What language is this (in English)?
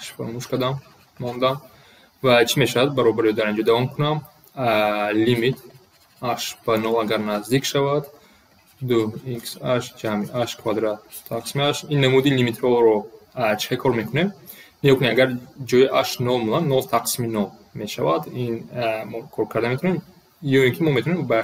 Tajik